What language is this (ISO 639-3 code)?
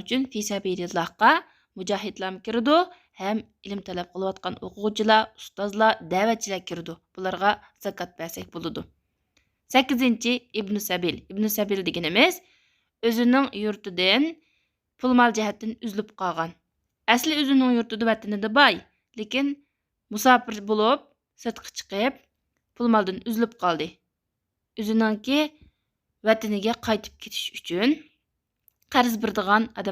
uig